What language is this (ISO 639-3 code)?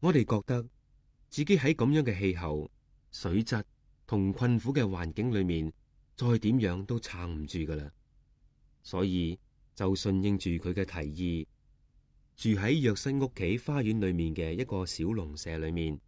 yue